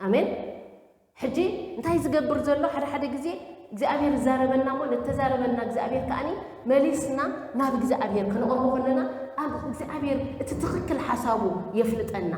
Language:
Tigrinya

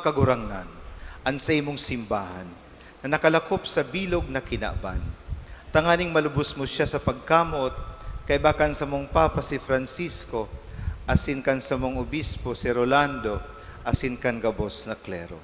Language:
Bikol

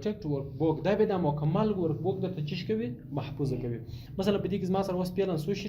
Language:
Pashto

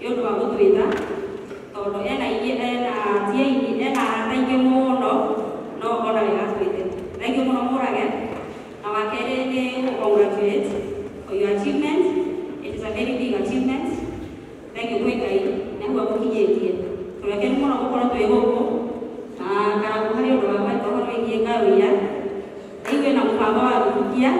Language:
Kikuyu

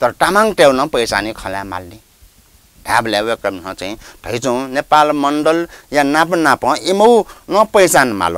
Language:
Newari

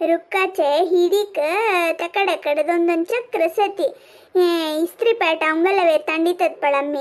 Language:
Konkani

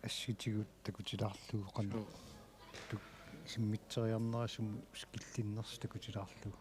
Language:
Kalaallisut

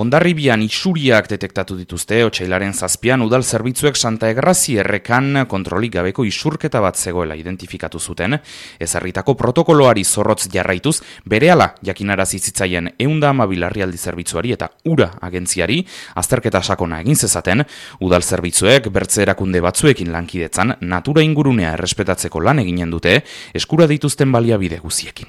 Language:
Basque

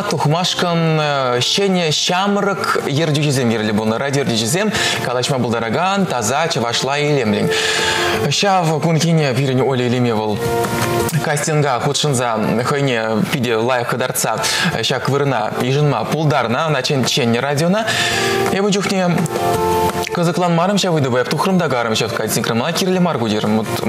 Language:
Chuvash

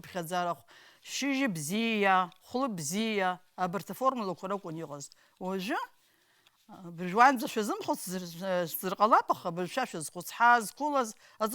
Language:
Abkhazian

